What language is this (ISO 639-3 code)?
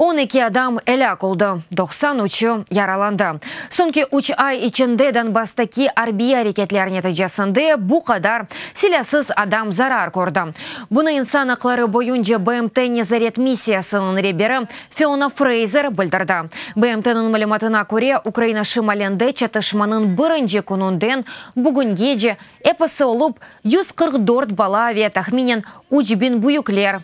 crh